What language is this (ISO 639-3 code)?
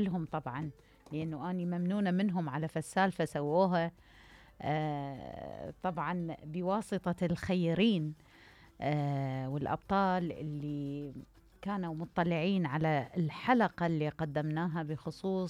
acm